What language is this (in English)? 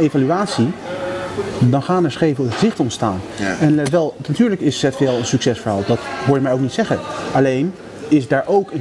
Dutch